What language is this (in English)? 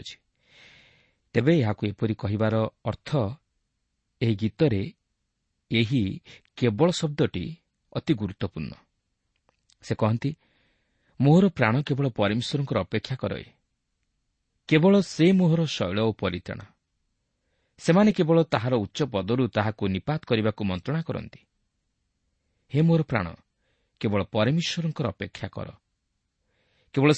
Odia